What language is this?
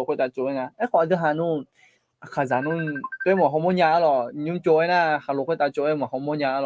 Akha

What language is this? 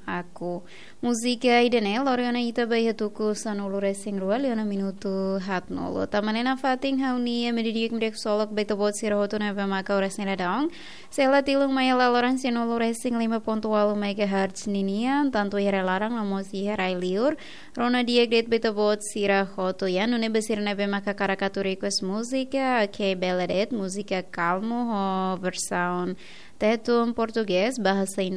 Tetum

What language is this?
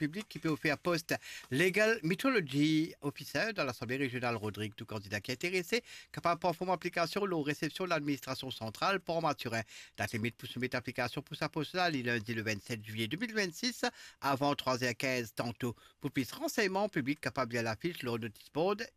Morisyen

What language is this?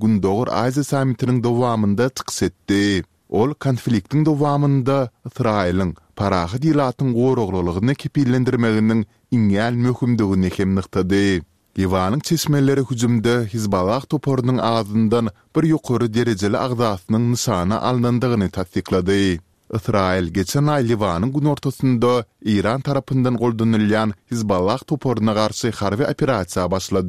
Turkmen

